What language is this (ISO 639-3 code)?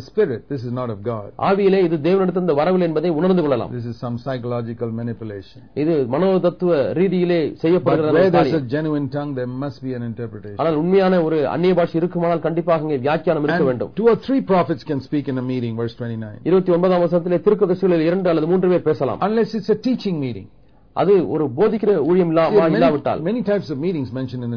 tam